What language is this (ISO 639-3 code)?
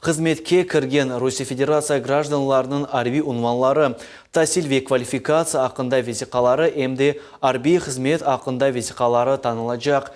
crh